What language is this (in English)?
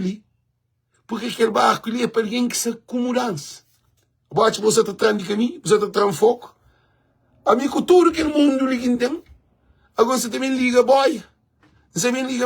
Kabuverdianu